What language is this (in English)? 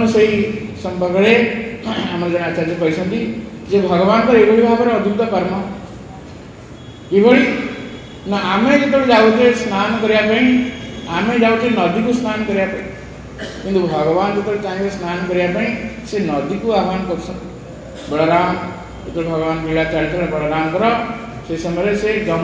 Odia